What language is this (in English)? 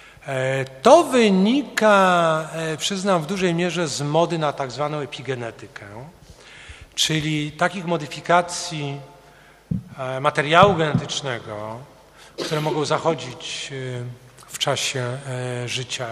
Polish